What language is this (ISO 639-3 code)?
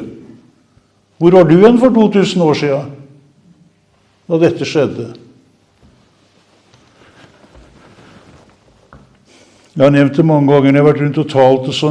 nor